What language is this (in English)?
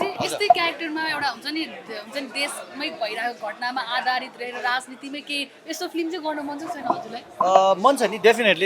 Nepali